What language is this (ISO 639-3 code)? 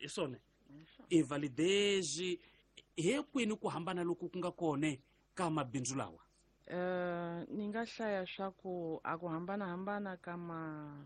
tso